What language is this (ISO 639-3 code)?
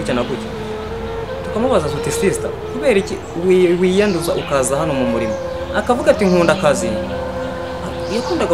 kin